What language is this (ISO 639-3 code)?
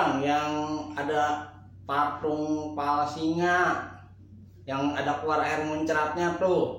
bew